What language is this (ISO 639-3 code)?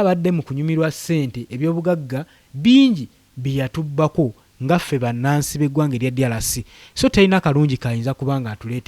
lug